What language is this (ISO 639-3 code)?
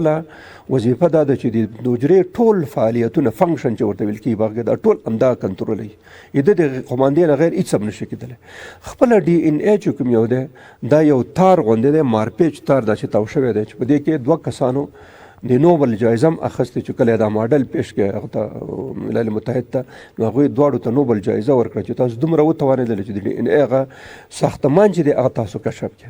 pus